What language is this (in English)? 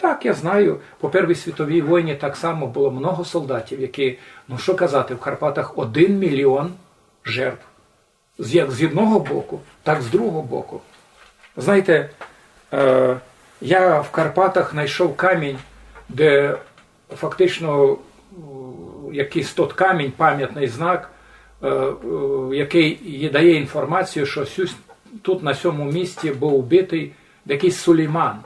Rusyn